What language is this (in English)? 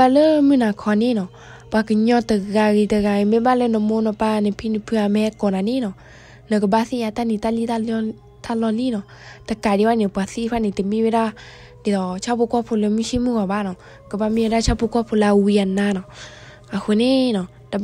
S'gaw Karen